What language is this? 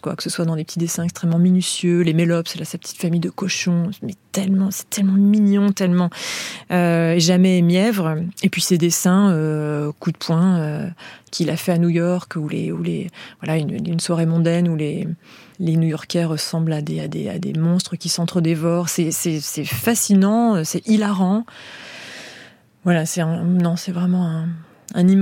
French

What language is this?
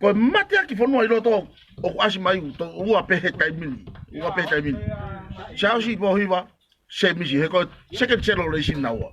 Tongan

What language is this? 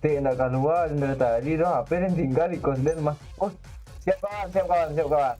Minangkabau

